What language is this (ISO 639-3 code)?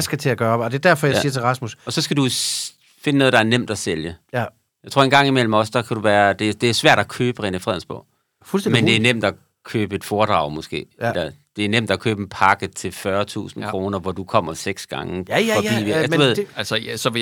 dan